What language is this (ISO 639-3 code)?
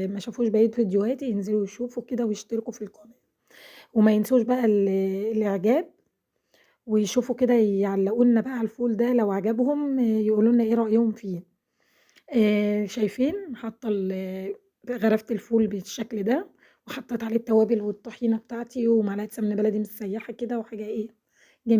arz